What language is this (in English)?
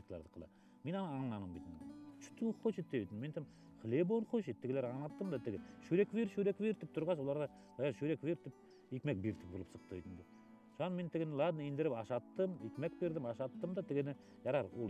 Bashkir